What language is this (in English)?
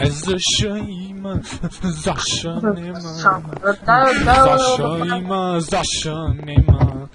Macedonian